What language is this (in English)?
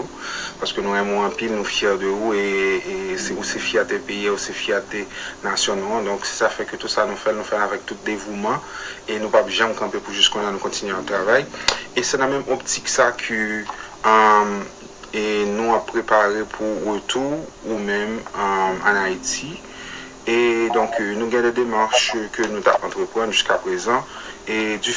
Haitian Creole